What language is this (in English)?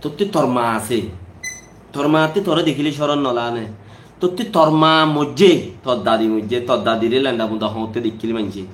Rohingya